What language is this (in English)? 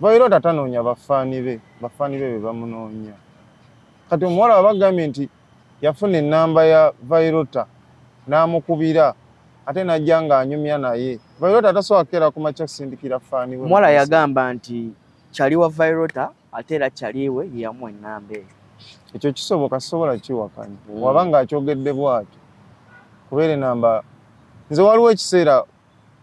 Ganda